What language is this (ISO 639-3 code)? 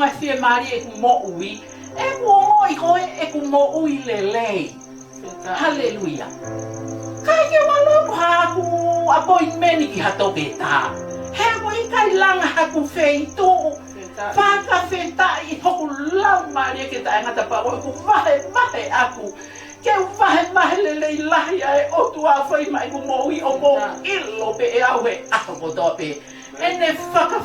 ton